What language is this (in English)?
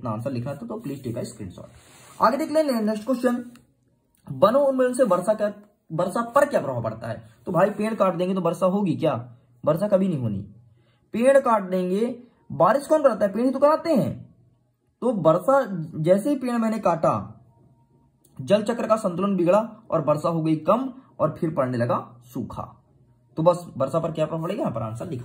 Hindi